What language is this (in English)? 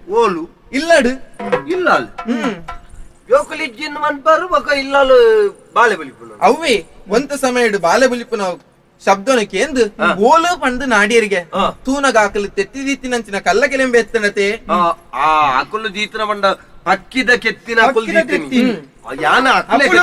Tulu